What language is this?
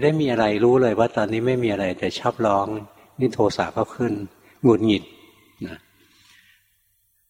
Thai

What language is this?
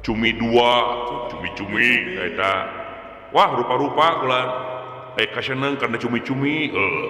Sundanese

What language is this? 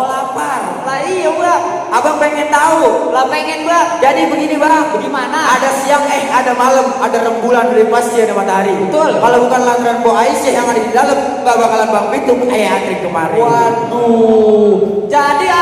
Betawi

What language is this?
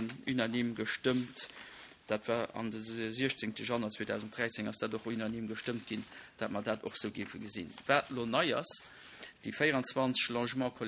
Luxembourgish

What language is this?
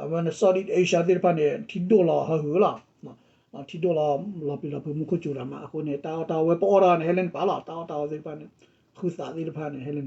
S'gaw Karen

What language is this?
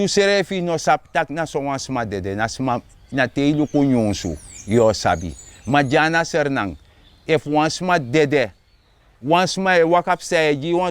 Sranan Tongo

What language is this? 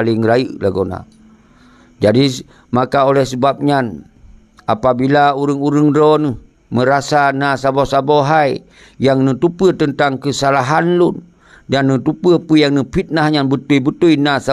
Achinese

